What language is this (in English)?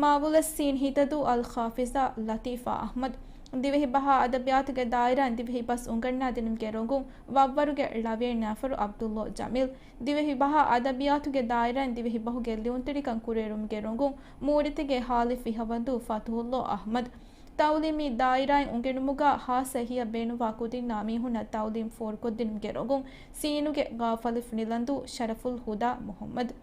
Divehi